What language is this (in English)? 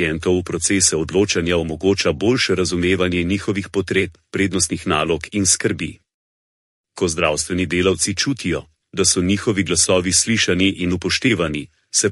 Slovenian